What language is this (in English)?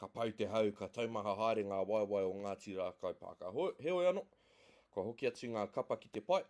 Māori